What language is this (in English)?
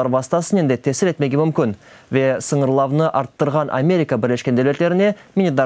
Crimean Tatar